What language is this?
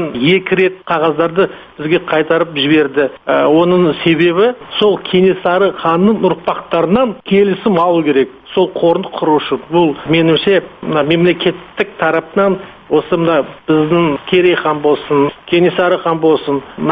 Kazakh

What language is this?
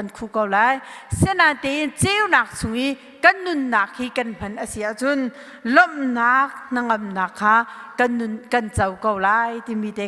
Hakha Chin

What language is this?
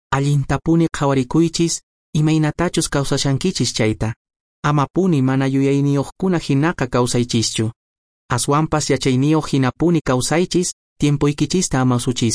Quechua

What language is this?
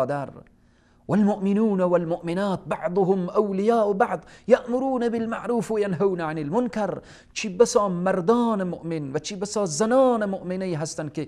Persian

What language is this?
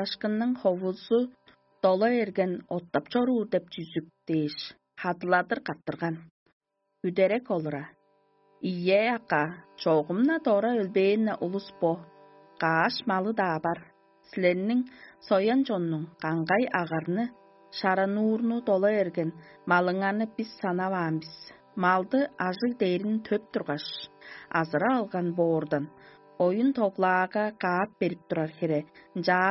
Tuvinian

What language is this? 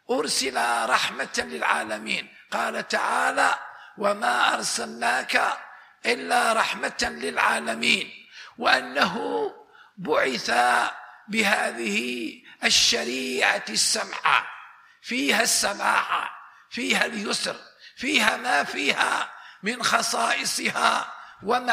Arabic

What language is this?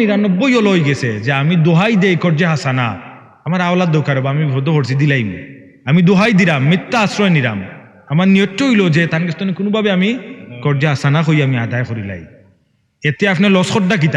Sylheti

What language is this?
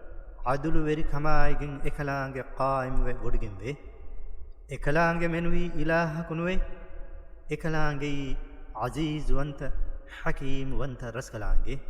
Divehi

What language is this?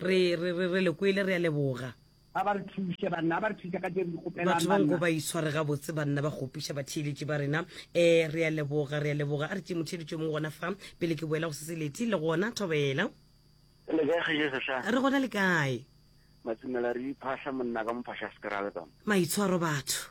Northern Sotho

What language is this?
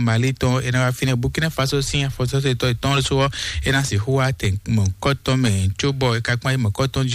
Fon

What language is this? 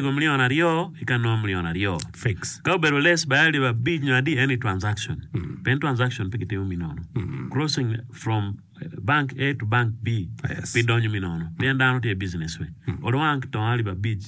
Acoli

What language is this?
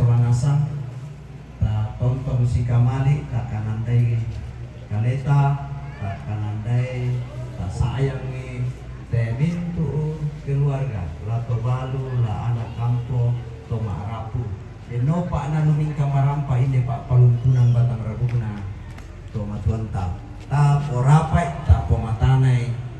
Toraja-Sa'dan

